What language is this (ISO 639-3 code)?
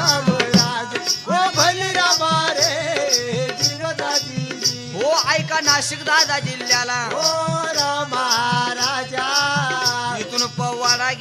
mar